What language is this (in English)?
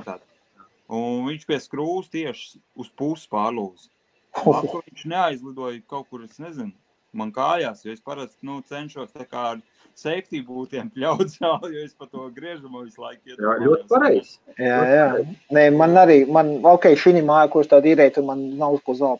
Latvian